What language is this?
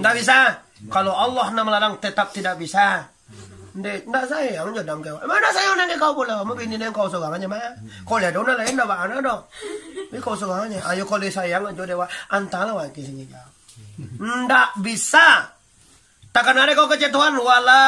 Minangkabau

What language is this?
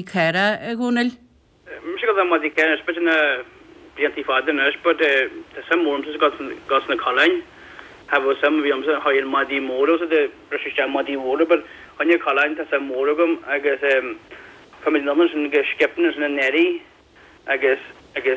Irish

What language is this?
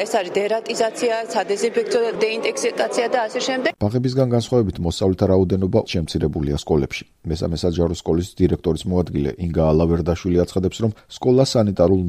Georgian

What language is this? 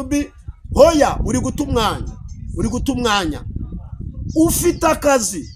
Kinyarwanda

